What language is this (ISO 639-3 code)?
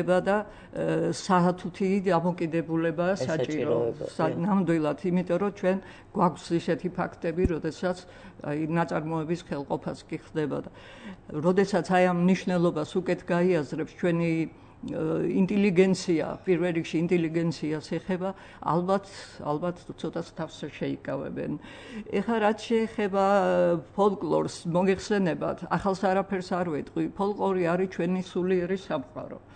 kat